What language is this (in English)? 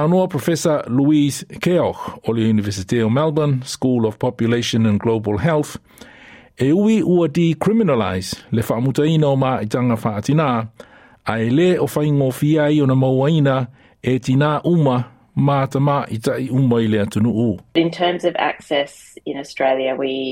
Samoan